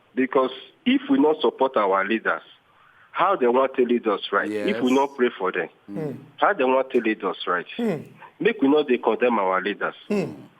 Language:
Nigerian Pidgin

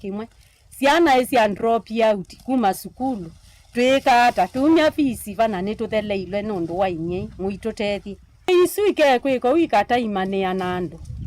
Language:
Kamba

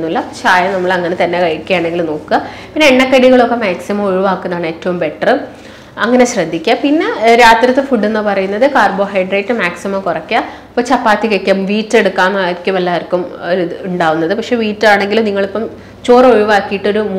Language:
Malayalam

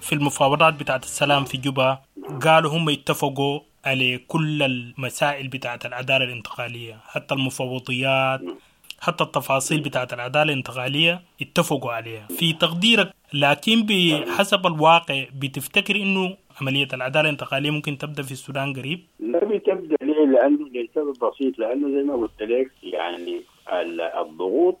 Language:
Sudanese Arabic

